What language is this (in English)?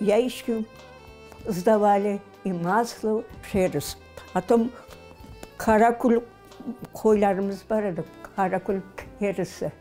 Crimean Tatar